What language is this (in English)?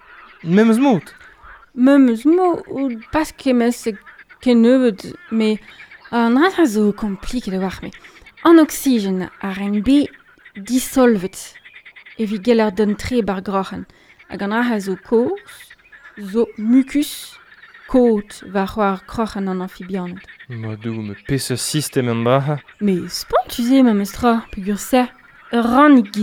Breton